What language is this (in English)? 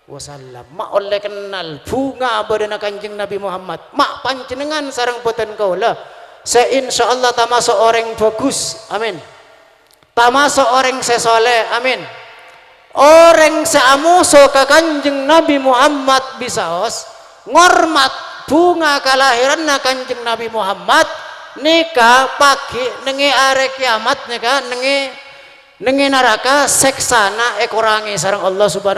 Madurese